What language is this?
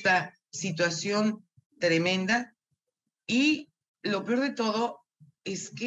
Spanish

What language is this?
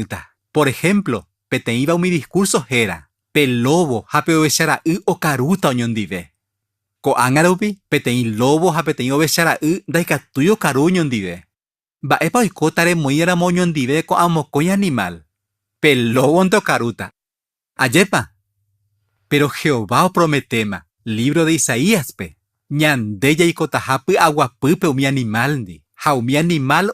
Guarani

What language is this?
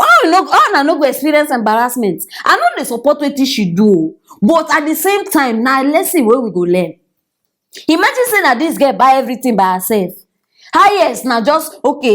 Nigerian Pidgin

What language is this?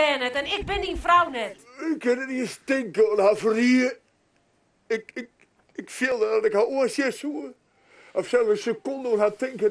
Western Frisian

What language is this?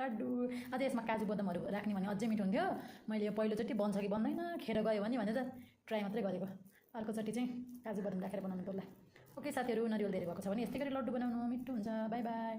Nepali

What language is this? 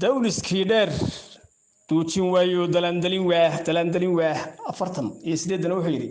Somali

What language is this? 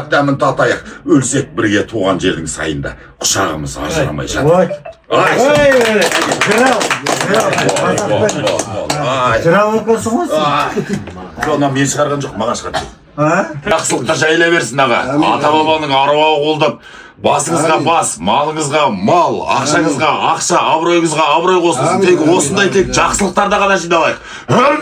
Kazakh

